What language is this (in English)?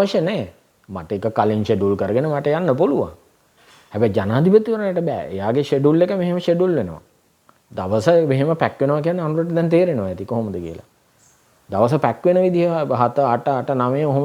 Sinhala